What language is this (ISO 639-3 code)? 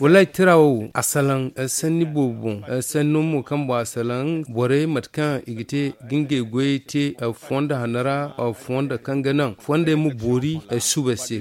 dje